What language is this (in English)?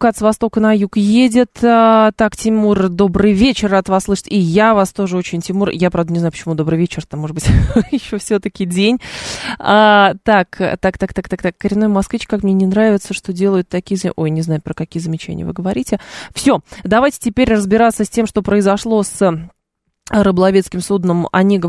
Russian